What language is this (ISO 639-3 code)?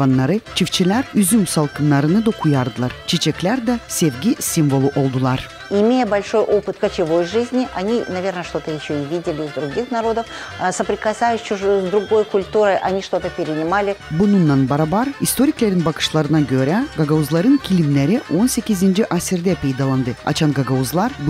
gag